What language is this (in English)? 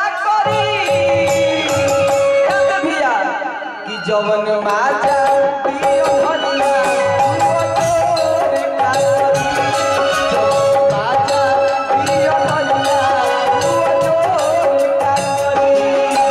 Bhojpuri